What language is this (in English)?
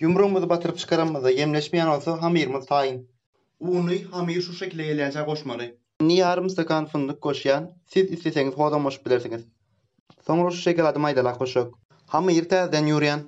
Turkmen